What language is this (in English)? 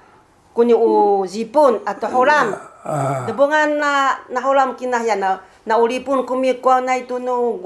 Sakizaya